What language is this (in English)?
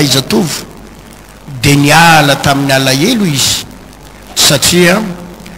Malagasy